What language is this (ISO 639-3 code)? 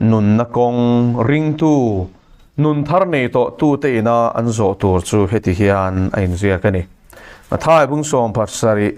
lus